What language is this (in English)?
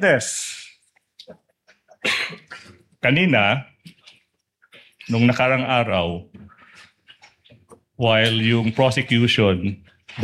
Filipino